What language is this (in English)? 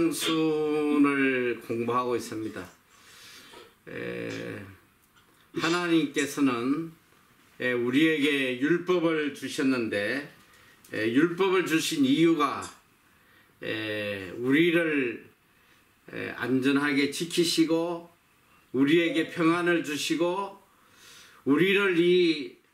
Korean